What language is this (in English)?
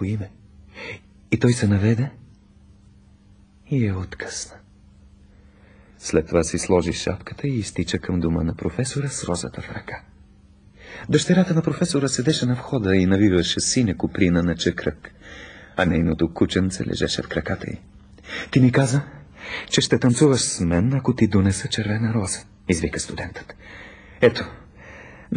Bulgarian